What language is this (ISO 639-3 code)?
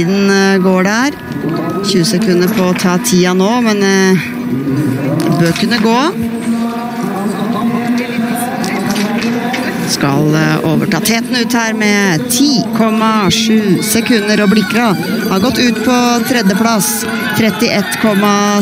nor